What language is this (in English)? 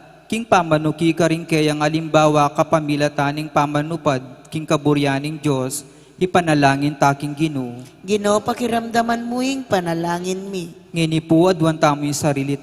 Pampanga